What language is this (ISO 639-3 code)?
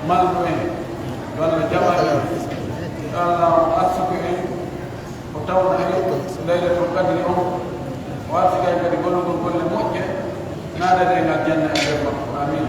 fuf